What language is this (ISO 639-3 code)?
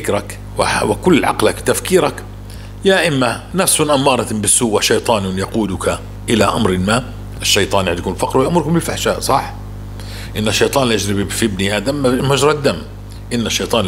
apc